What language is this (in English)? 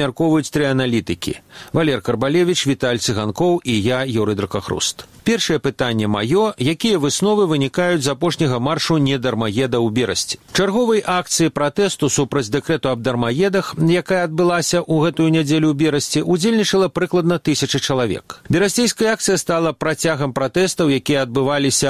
Belarusian